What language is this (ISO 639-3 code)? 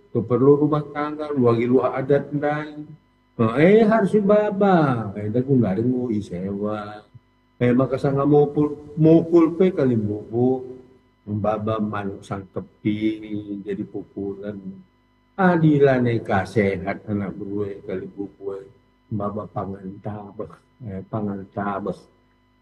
btx